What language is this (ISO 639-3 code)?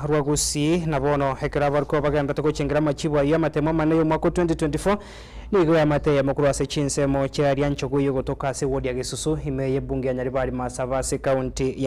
guz